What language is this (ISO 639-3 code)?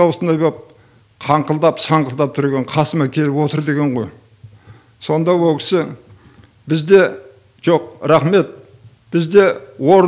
kaz